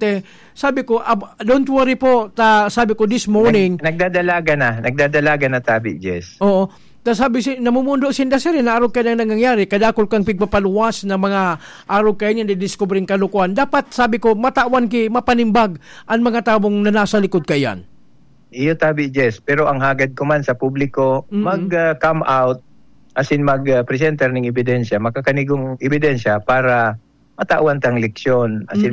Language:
Bikol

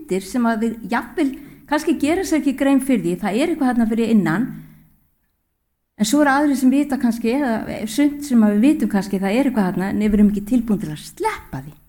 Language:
Icelandic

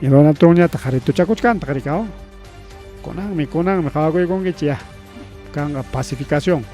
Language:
Ayacucho Quechua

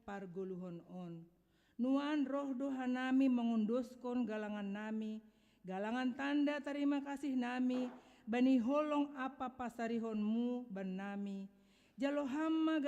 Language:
Batak Simalungun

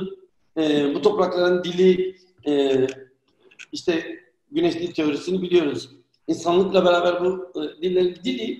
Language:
Turkish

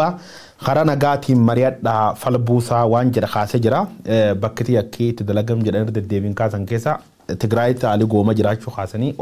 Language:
Oromo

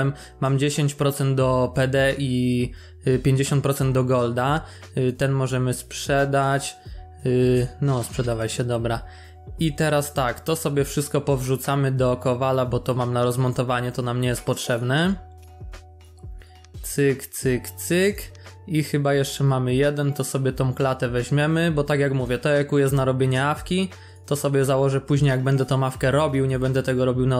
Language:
Polish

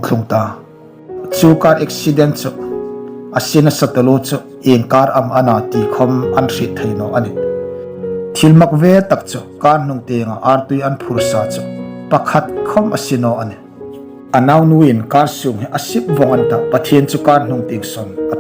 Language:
Hmar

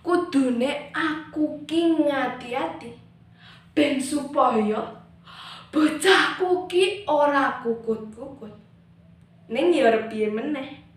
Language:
Javanese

